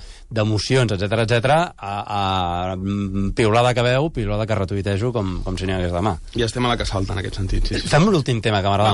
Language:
Catalan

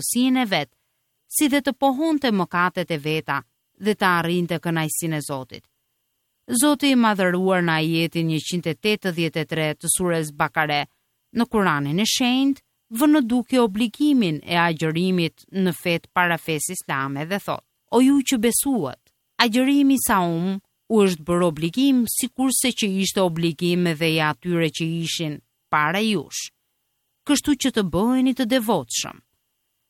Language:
Albanian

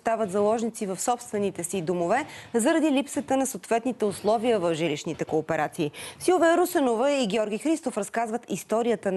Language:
Bulgarian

